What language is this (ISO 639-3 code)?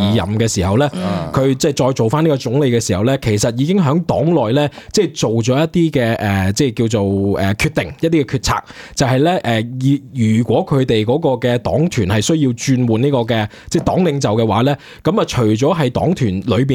yue